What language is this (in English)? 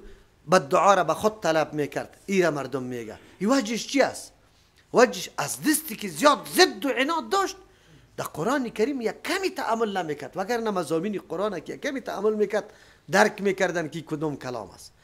Persian